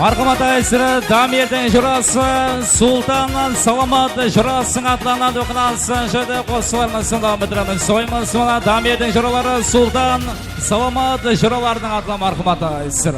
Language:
Kara-Kalpak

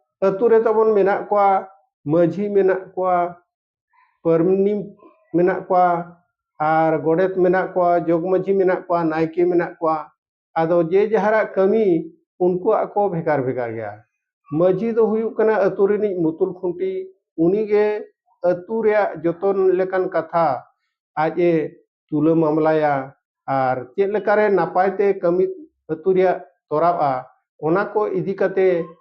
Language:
Santali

